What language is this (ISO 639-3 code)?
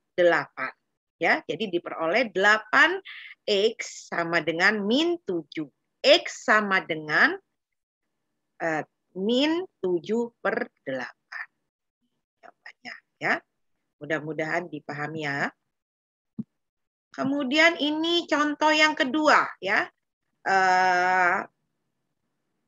ind